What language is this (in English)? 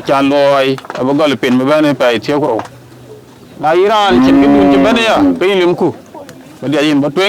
Dinka